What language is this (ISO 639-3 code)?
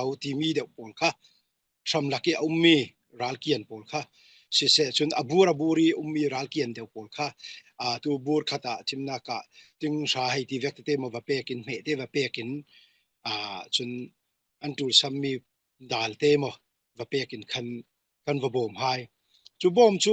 cfm